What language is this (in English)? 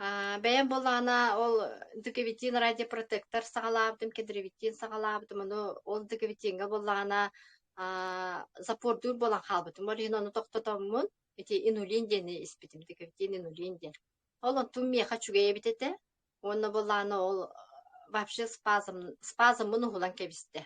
Yakut